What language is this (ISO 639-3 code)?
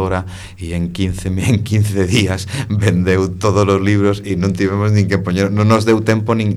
glg